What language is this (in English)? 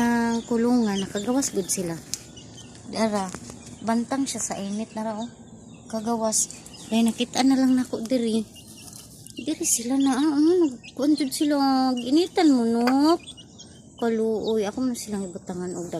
Cebuano